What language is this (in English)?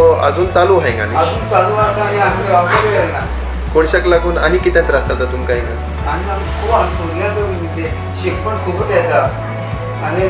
Konkani